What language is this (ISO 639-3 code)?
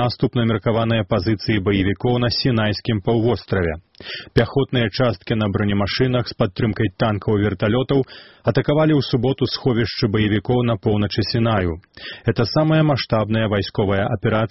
bel